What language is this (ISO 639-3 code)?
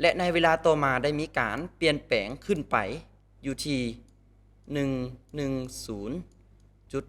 lao